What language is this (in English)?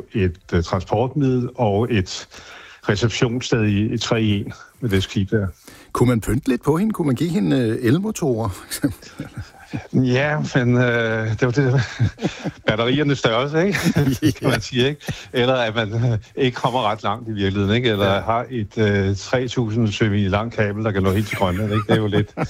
Danish